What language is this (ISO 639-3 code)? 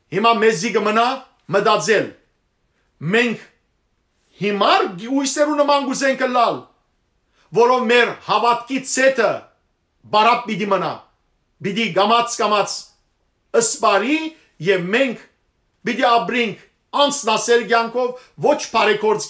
hyw